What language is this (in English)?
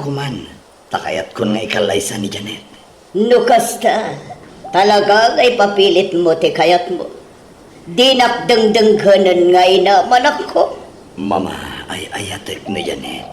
Iloko